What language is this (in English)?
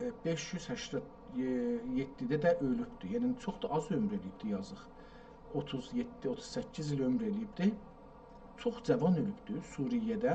South Azerbaijani